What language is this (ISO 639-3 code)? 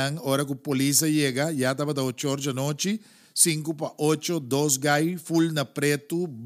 pap